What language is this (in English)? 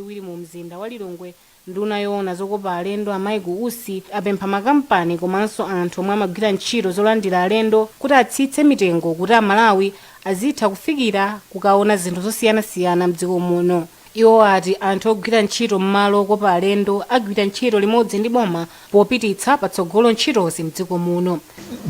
Nyanja